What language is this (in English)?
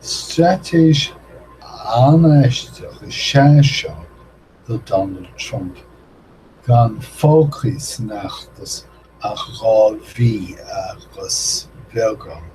Irish